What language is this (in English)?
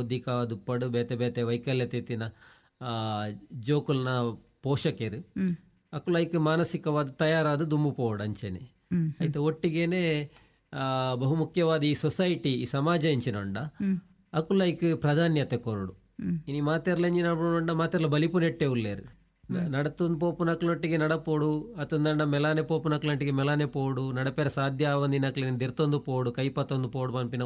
Tulu